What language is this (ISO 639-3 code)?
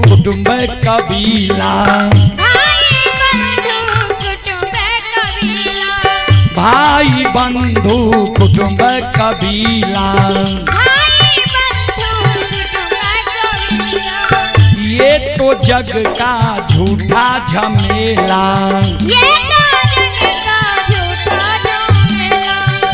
mai